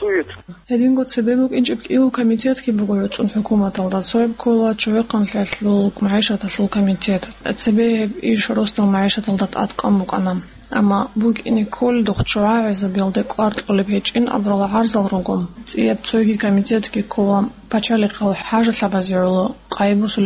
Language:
Avaric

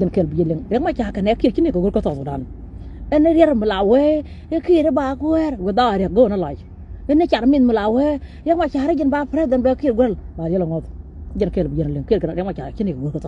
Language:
Nuer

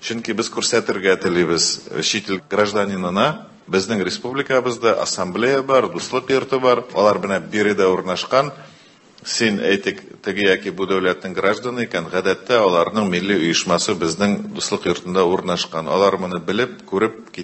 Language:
Tatar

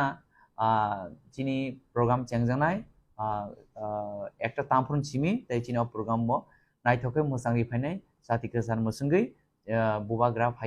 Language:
Kok Borok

